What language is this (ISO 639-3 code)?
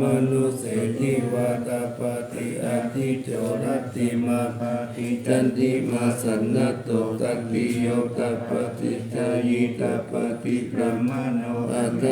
pli